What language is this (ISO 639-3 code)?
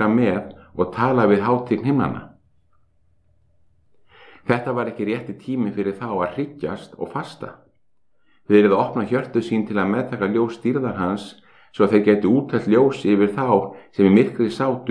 isl